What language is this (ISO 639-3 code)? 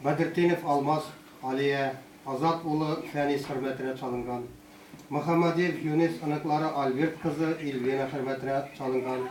tat